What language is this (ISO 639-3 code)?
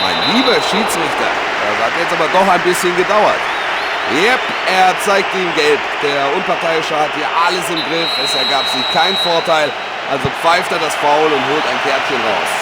bar